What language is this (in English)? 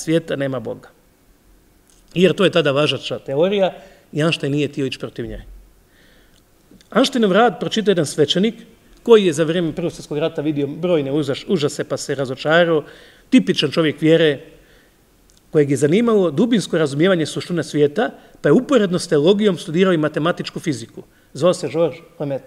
Croatian